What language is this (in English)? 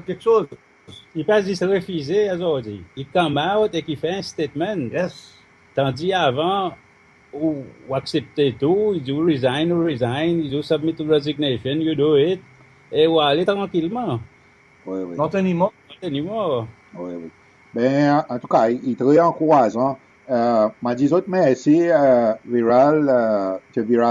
Seselwa Creole French